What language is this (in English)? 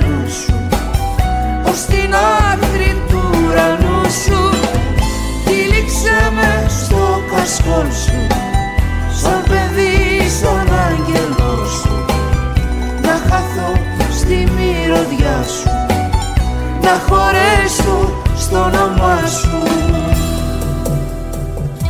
Greek